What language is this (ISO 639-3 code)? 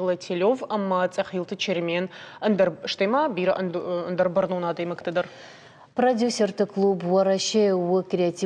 oss